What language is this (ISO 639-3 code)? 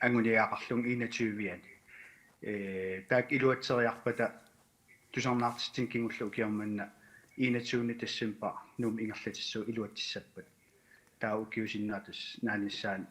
kal